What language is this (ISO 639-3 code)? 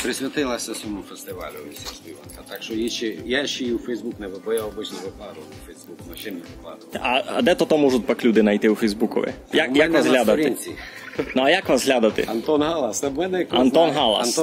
rue